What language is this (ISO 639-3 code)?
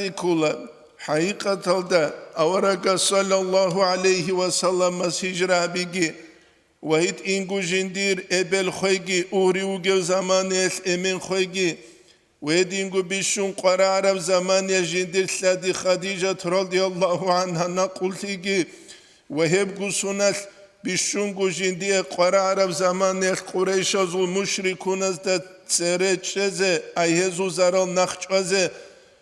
ava